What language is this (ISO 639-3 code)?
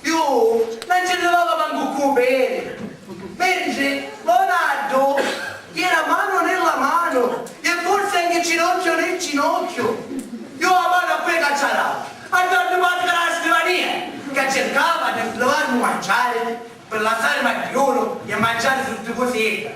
scn